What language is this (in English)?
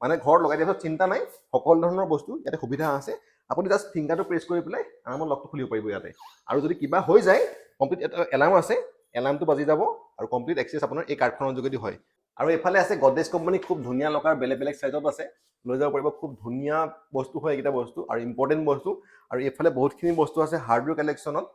Assamese